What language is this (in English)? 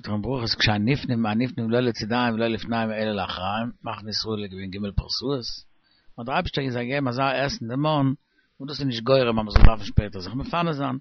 Yiddish